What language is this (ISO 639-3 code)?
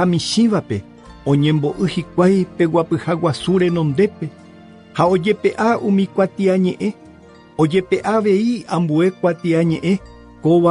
grn